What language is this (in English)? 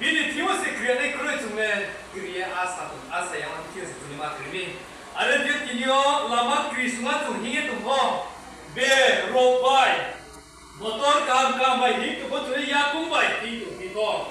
Riang (India)